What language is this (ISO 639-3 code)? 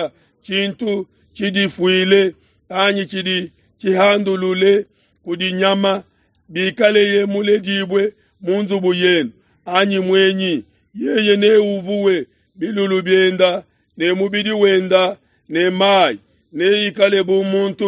lua